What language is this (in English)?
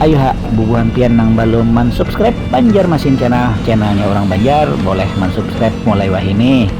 Banjar